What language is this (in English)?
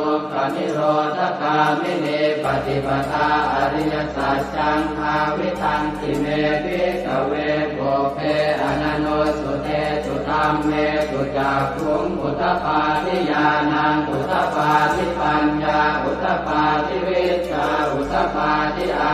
Pali